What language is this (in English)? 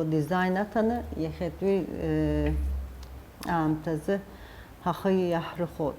Abkhazian